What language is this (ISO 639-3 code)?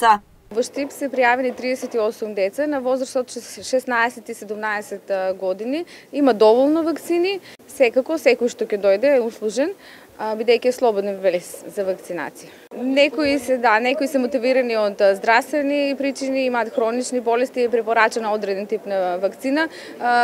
mkd